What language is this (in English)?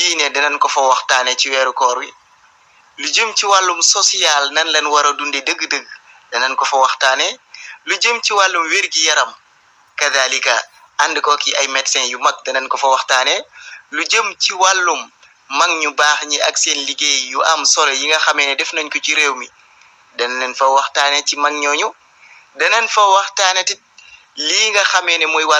Wolof